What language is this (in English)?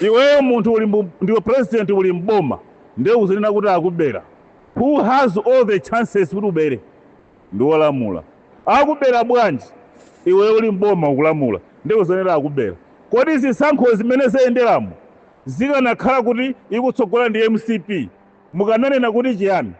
Nyanja